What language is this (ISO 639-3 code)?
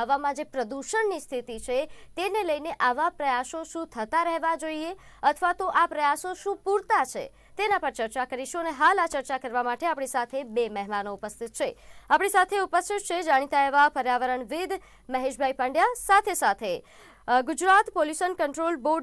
guj